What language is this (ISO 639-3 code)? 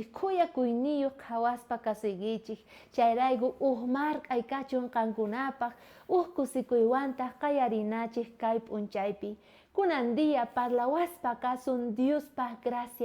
quh